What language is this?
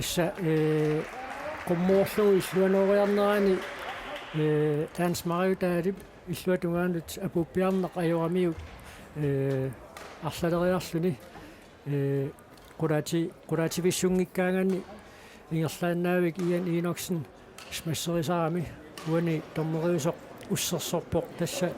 Kalaallisut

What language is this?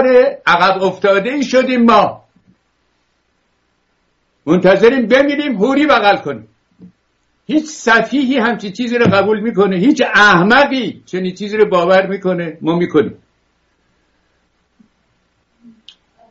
Persian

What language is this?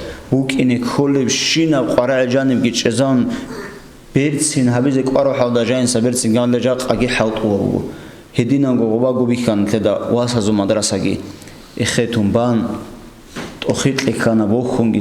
Avaric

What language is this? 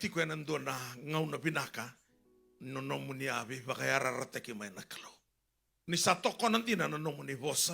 Fijian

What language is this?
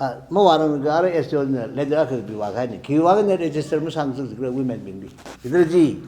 Tangkhul Naga (India)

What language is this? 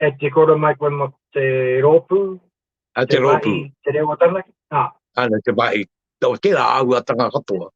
Māori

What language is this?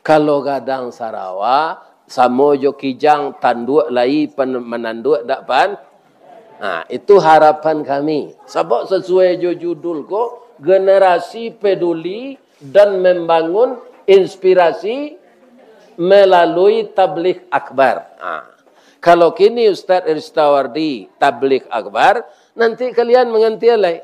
Minangkabau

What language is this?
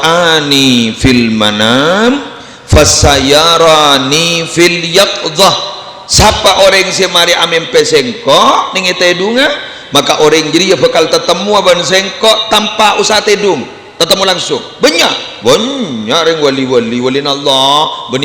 Madurese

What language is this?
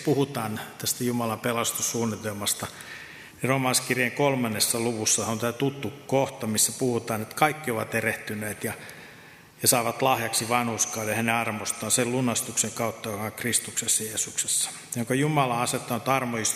Finnish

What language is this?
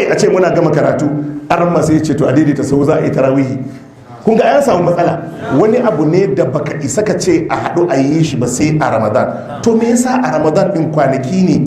Hausa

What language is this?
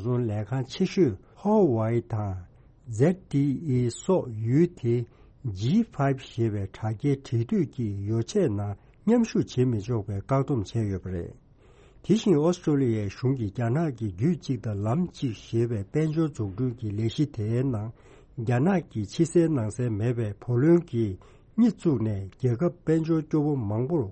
Tibetan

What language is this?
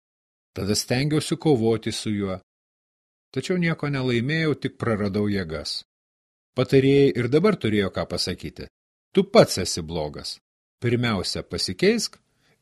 Lithuanian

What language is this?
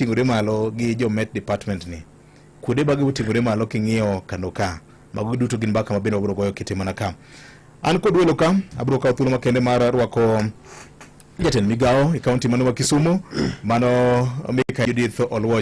Luo (Kenya and Tanzania)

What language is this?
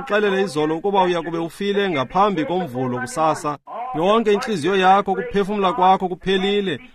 Xhosa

